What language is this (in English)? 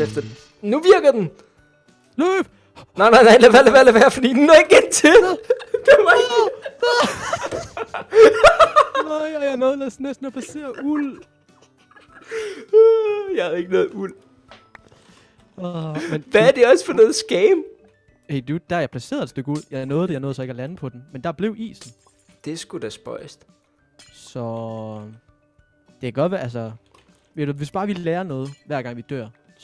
Danish